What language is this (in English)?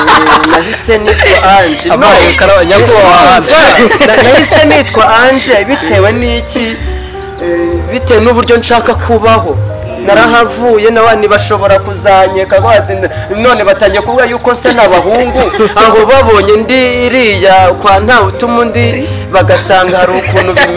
Kinyarwanda